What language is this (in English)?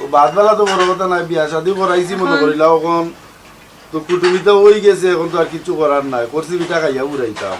Sylheti